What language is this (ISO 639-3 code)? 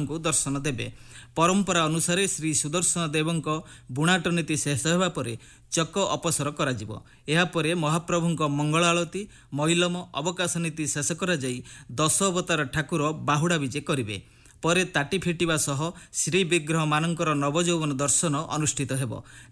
ori